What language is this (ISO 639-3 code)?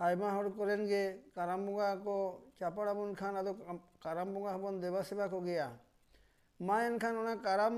sat